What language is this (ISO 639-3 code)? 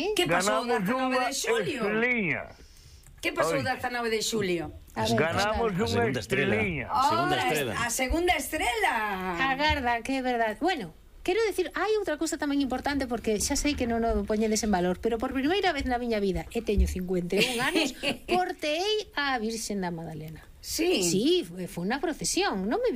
glg